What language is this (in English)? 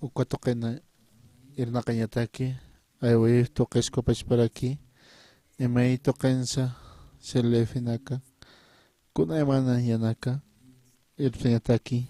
Aymara